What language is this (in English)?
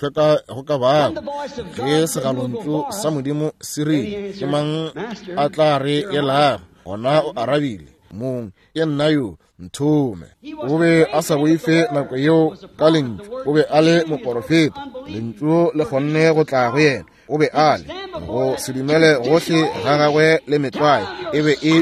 Northern Sotho